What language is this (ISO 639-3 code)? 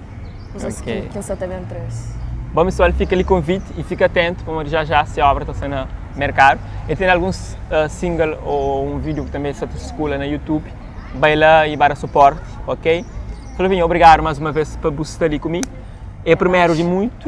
kea